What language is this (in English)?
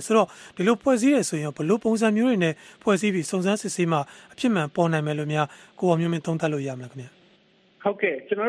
Burmese